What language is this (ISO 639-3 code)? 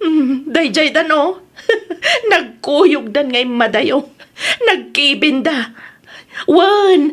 ilo